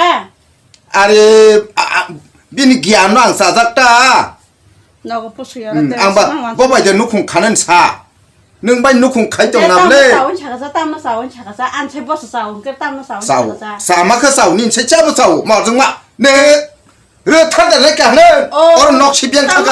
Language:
Kok Borok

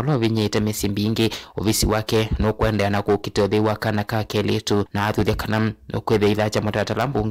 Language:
Kamba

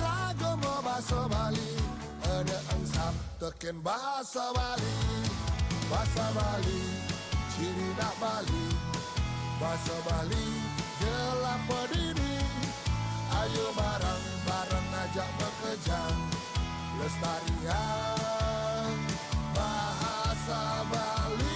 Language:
Balinese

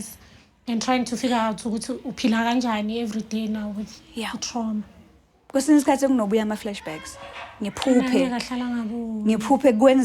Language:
Zulu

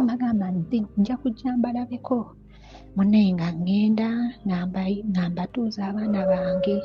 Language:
Ganda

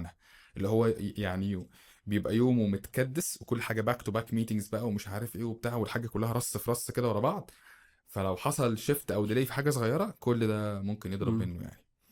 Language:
Egyptian Arabic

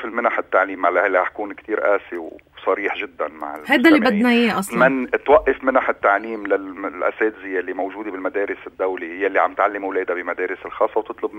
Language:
North Levantine Arabic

